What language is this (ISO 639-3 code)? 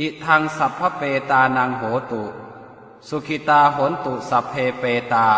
pli